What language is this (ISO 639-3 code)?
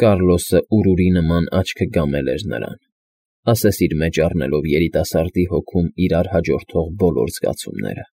hye